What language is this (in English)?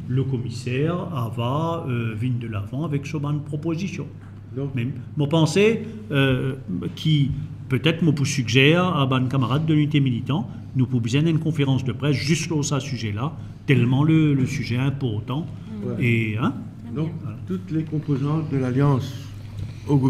Morisyen